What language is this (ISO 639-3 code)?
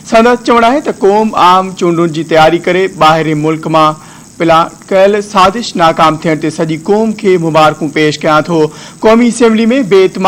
snd